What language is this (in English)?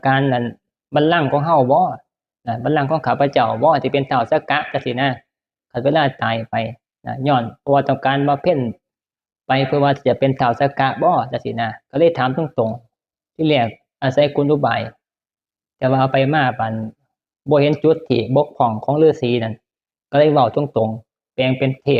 Northeastern Thai